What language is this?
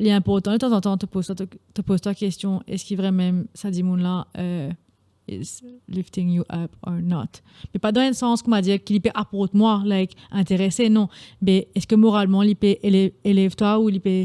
Morisyen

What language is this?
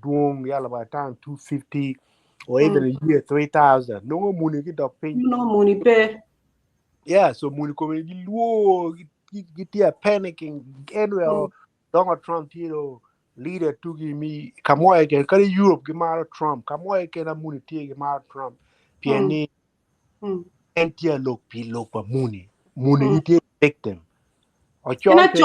Acoli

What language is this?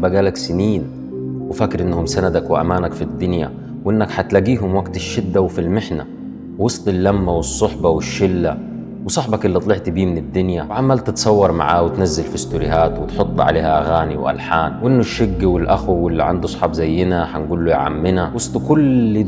Egyptian Arabic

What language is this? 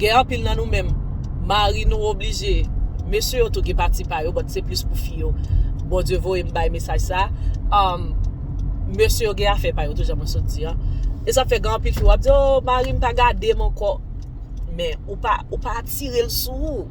Haitian Creole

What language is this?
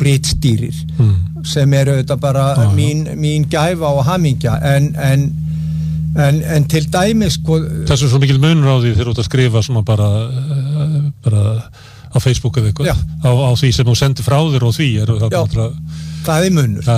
Icelandic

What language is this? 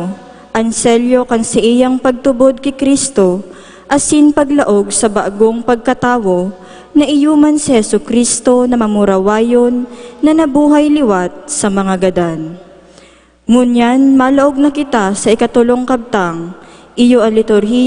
Bikol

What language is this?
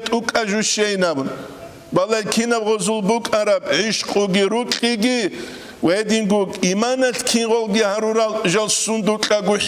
Avaric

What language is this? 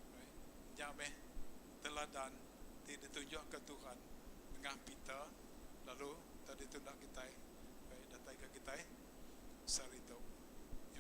Iban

